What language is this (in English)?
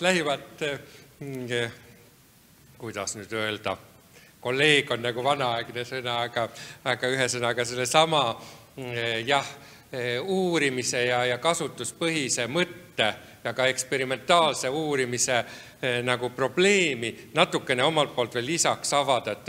Estonian